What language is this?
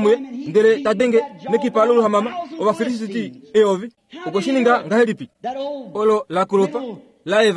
Kuanyama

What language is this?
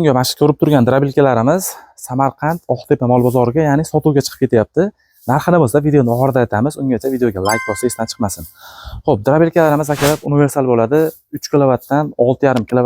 Uzbek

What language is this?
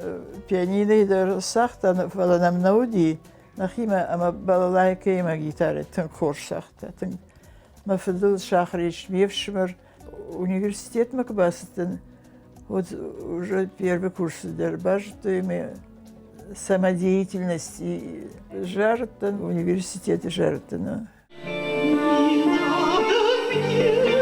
Ossetic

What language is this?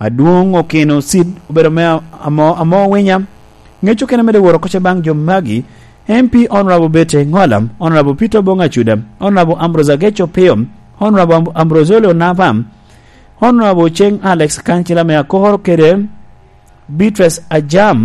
Lango (Uganda)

